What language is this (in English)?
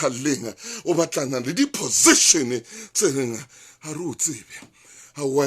Southern Sotho